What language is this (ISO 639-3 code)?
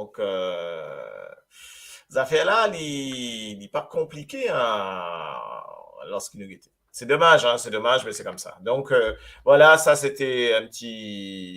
mfe